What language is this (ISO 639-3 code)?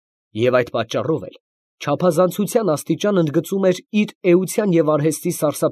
hye